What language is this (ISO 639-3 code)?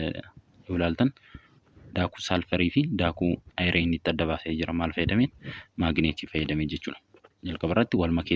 orm